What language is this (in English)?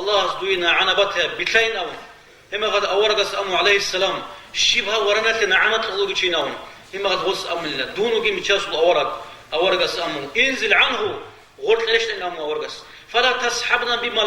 Avaric